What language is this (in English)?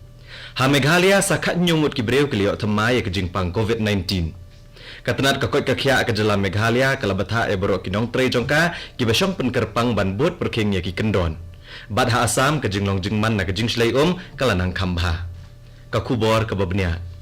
Khasi